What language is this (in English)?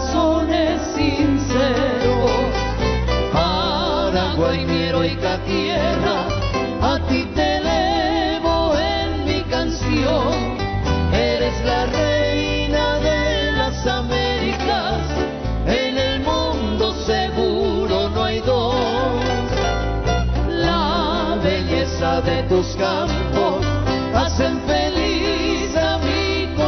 Spanish